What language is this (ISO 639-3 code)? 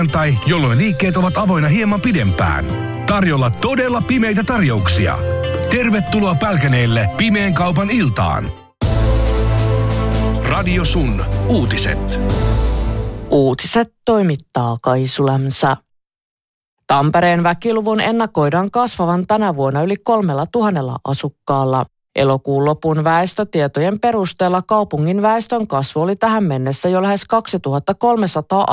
fin